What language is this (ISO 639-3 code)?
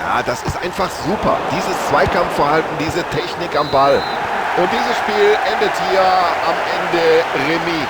bar